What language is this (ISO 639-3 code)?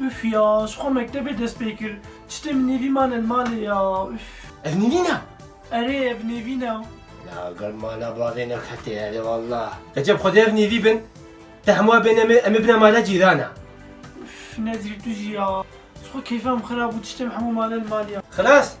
kur